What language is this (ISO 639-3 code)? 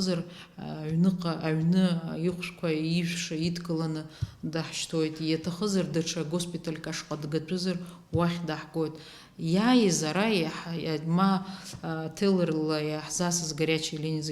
abk